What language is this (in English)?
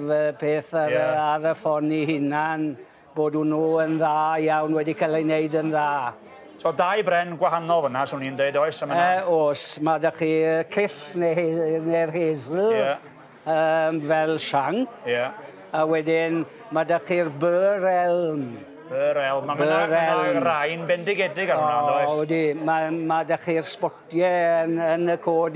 Welsh